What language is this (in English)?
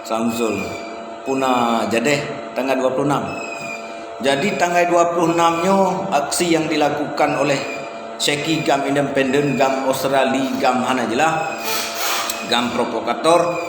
Achinese